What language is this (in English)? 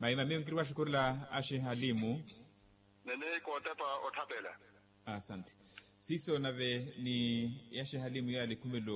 Makhuwa